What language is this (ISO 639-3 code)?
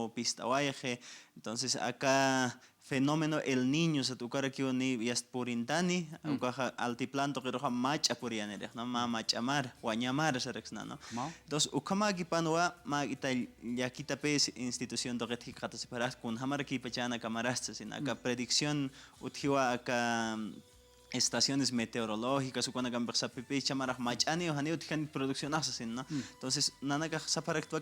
aym